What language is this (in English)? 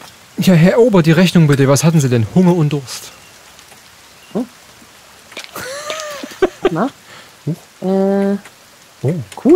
German